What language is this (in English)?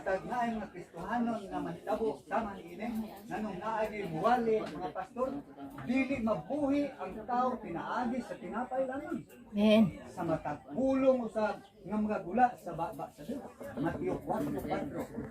Cebuano